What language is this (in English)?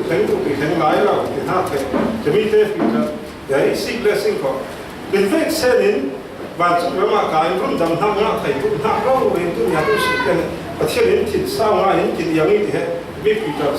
Falam Chin